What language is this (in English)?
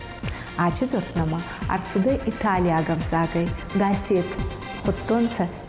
Ossetic